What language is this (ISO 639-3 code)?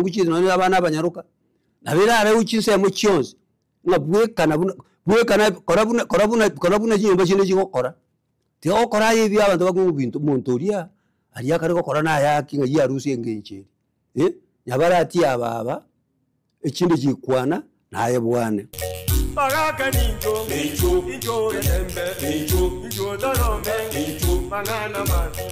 guz